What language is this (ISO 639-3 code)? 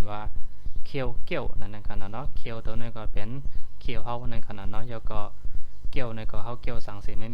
shn